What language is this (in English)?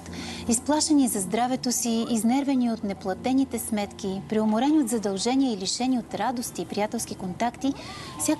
Bulgarian